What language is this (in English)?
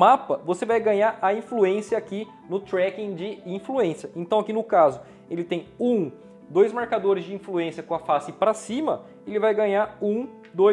Portuguese